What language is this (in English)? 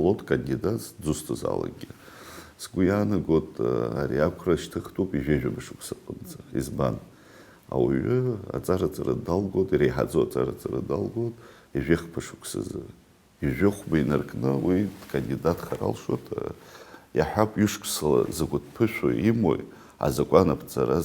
Abkhazian